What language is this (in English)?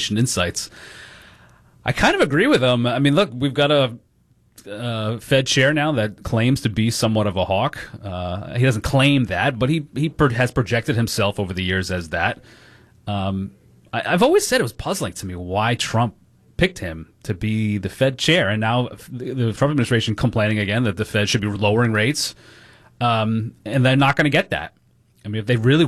English